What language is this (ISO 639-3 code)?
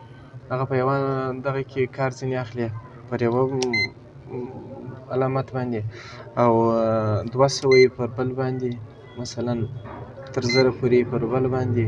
pus